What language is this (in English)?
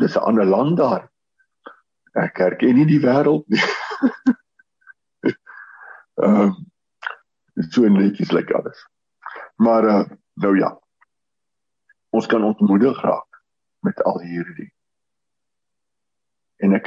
Afrikaans